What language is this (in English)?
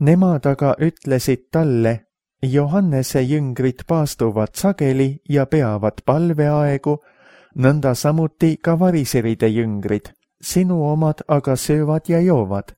Estonian